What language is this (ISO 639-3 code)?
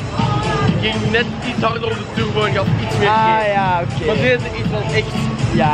nld